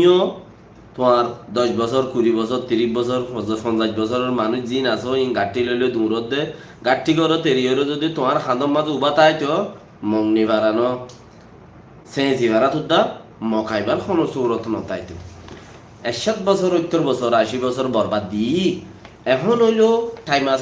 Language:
Rohingya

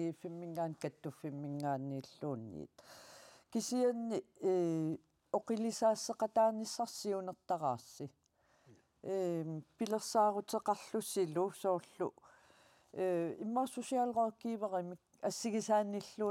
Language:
Kalaallisut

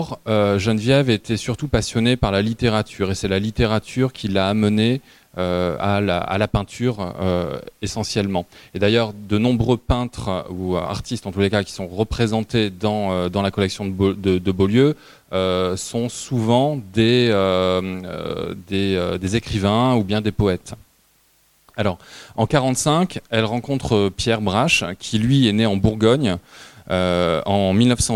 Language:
French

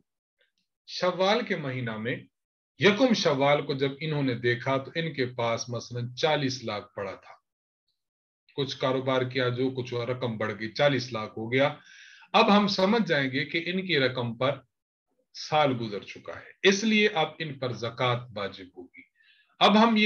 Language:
Urdu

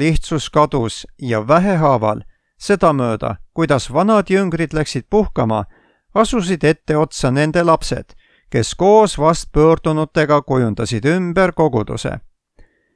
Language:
Estonian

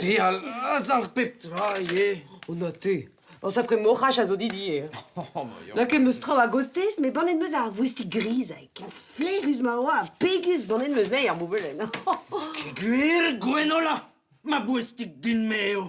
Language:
Breton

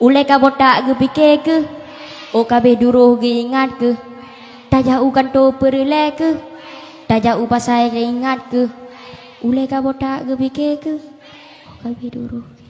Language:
Achinese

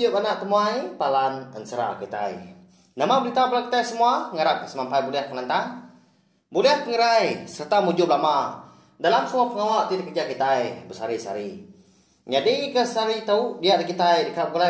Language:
Iban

